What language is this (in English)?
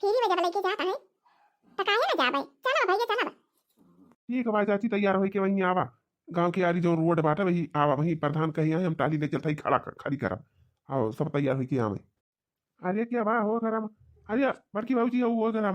Awadhi